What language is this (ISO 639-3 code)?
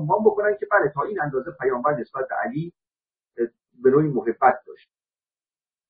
fas